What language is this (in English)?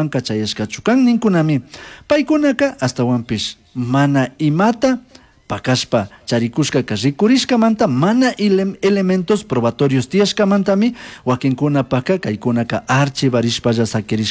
Chimborazo Highland Quichua